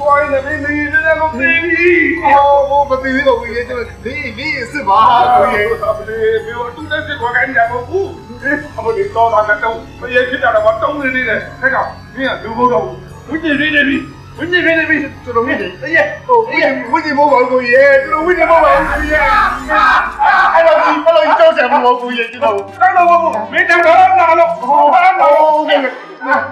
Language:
Burmese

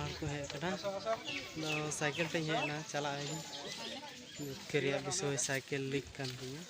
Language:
Santali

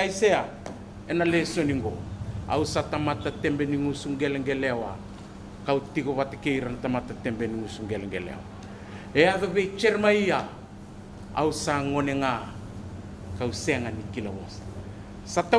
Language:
Fijian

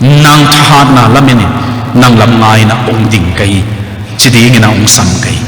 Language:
Tedim Chin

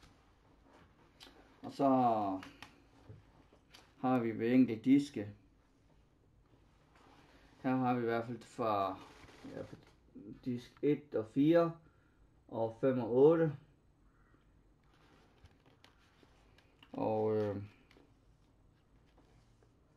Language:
Danish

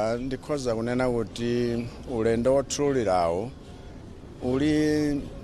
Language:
Nyanja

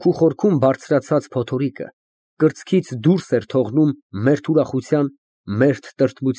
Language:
Armenian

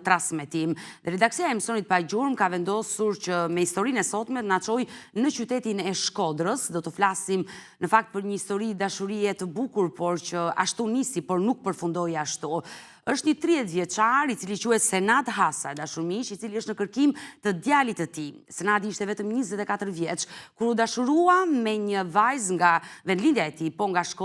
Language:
Albanian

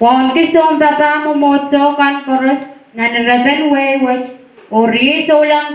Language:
Pohnpeian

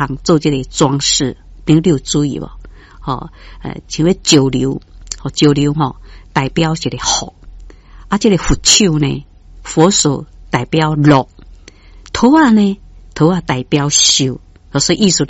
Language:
Min Nan Chinese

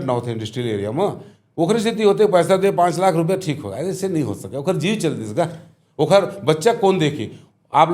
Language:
Chhattisgarhi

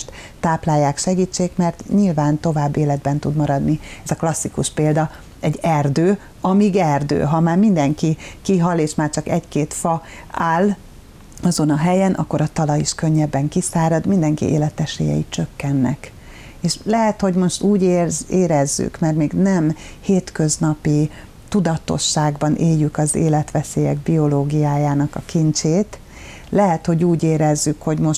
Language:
Hungarian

